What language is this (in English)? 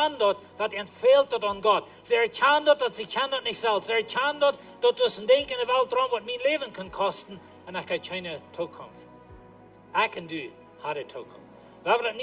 Plautdietsch